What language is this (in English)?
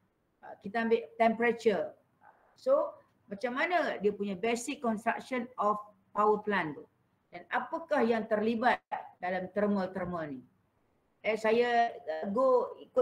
Malay